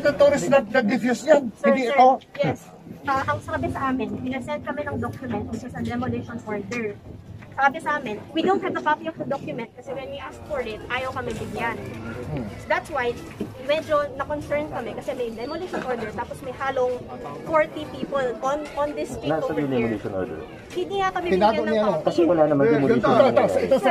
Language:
Filipino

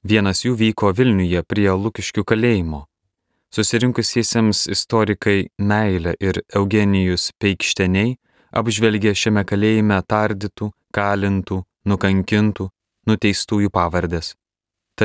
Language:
Lithuanian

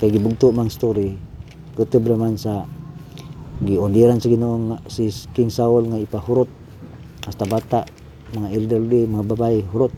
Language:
Cebuano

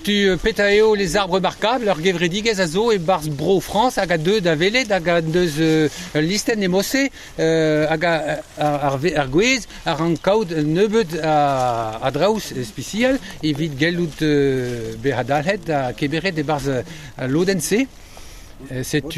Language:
Breton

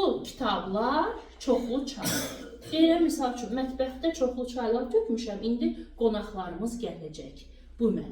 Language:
Azerbaijani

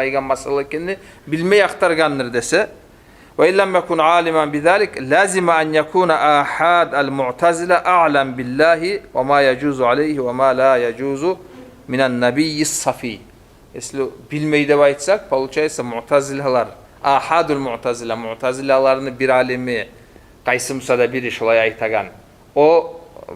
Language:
Kumyk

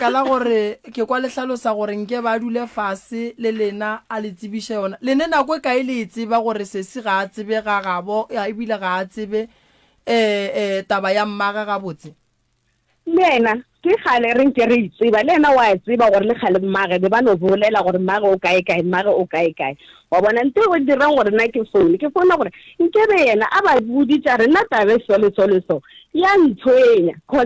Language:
Northern Sotho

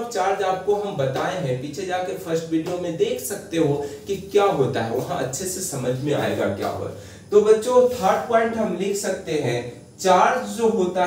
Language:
Hindi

